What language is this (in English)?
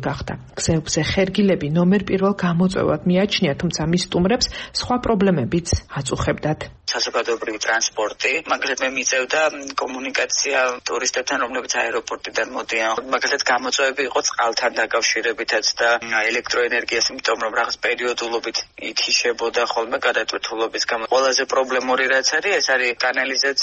Georgian